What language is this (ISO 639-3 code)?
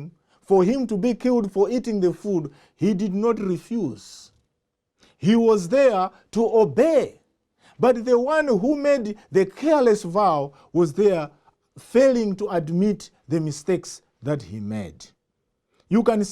eng